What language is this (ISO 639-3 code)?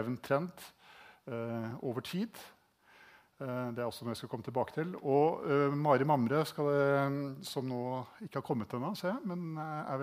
nor